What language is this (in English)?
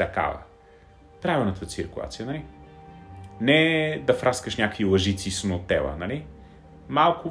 Bulgarian